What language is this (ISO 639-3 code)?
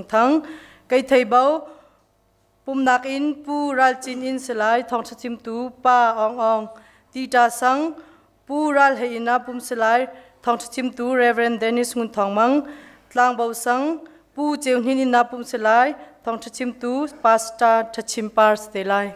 cnh